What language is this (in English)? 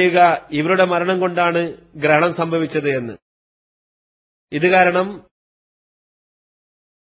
Malayalam